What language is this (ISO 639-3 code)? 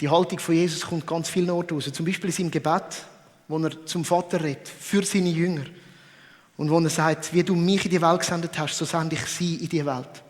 gsw